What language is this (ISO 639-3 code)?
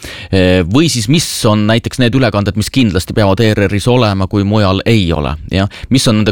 est